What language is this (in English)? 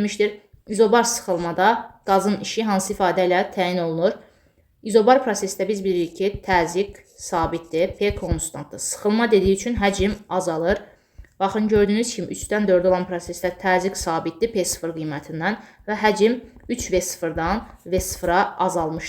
Azerbaijani